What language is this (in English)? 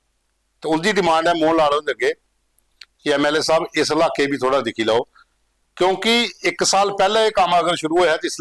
Dogri